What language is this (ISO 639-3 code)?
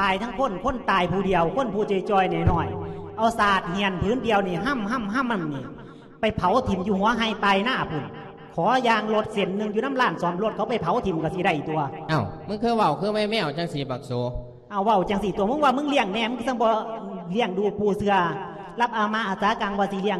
lao